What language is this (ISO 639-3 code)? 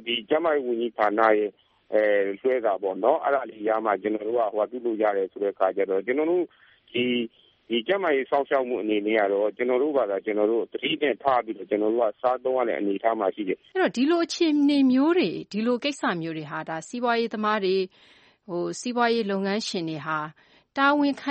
mya